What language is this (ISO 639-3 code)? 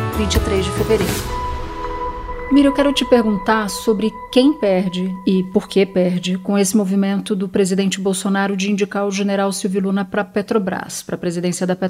por